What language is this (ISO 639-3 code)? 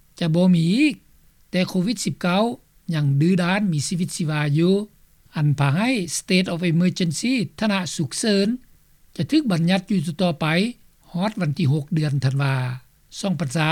lao